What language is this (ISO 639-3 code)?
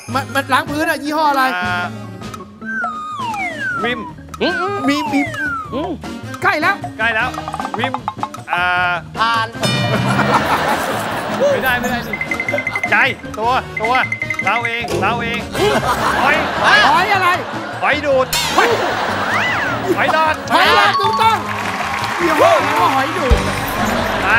tha